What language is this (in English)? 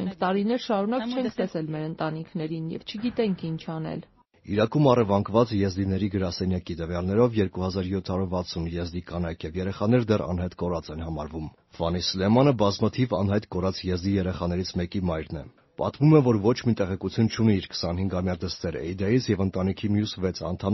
Armenian